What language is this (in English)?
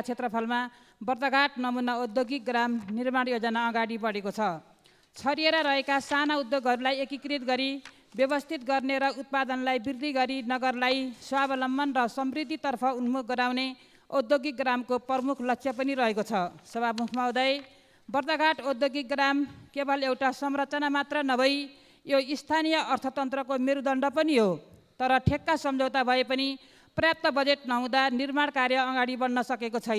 Nepali